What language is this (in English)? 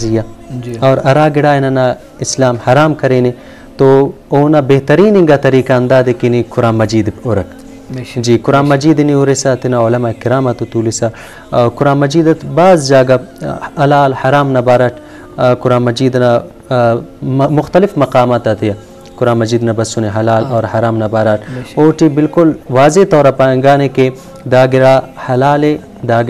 Brahui